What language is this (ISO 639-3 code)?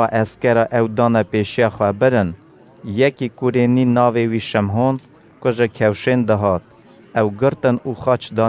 kur